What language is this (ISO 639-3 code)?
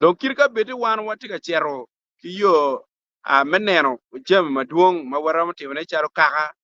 ach